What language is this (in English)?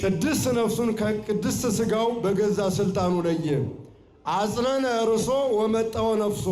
Amharic